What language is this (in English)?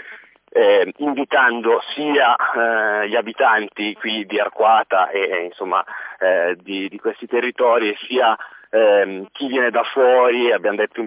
Italian